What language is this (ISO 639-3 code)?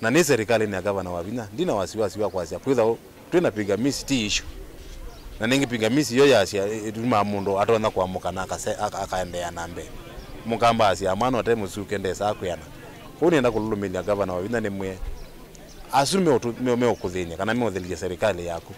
kam